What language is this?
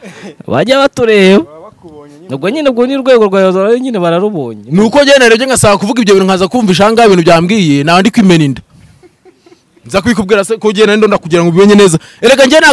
Kinyarwanda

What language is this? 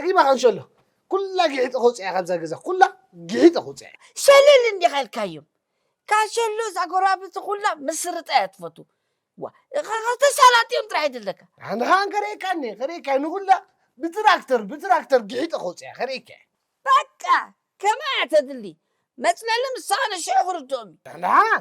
Tigrinya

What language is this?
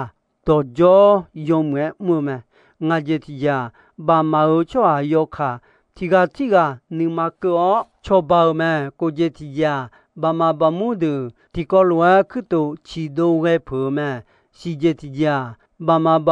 Akha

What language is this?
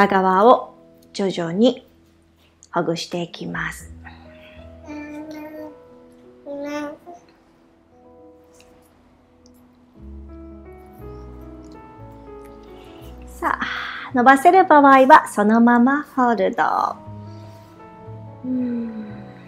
Japanese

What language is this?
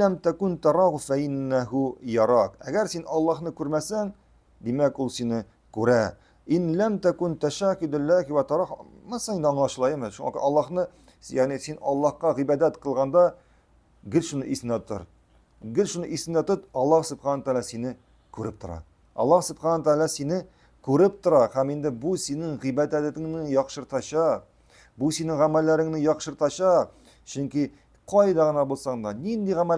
Tatar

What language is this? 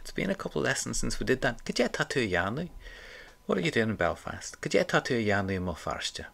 Irish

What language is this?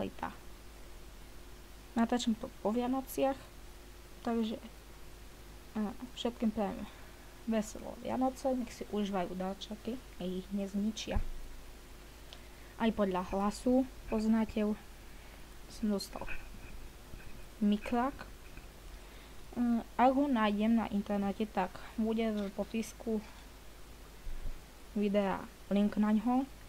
Slovak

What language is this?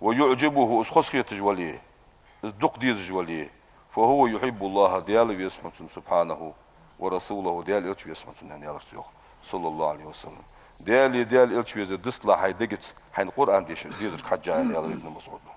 Ingush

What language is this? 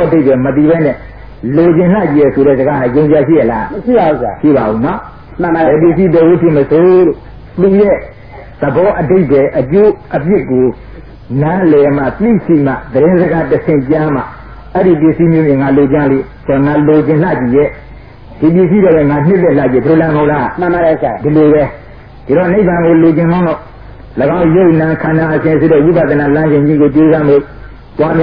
Burmese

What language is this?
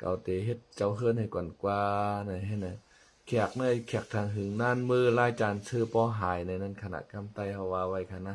Shan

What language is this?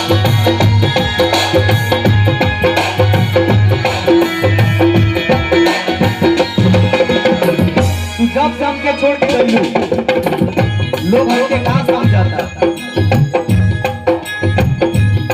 Bhojpuri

